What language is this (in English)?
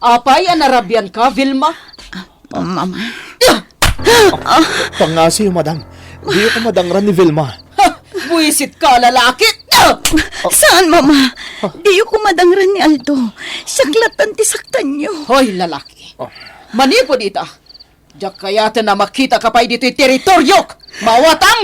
Iloko